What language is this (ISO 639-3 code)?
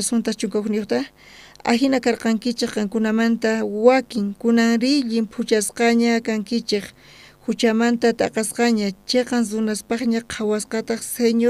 quh